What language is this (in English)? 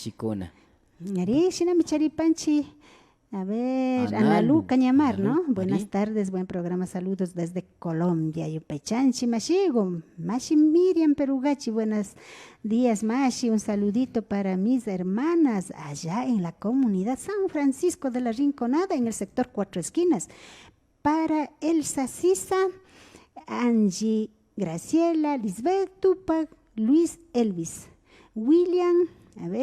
Imbabura Highland Quichua